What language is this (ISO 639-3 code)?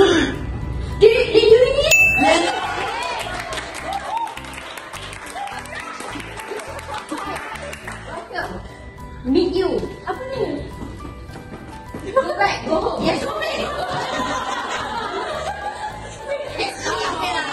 msa